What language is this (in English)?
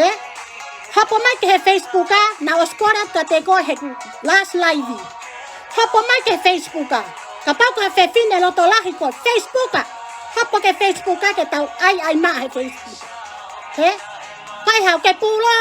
Tongan